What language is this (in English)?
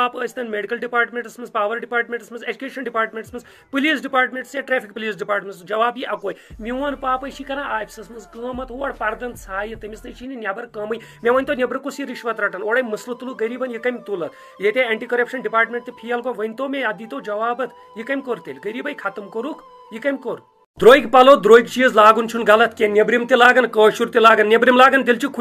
Kashmiri